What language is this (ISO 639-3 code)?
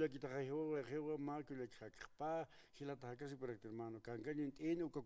aym